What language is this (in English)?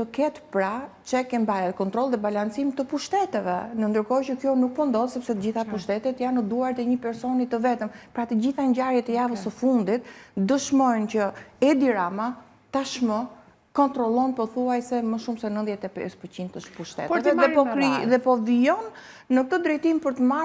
Albanian